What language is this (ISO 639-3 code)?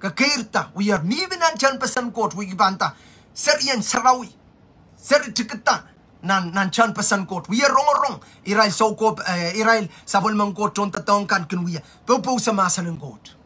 pon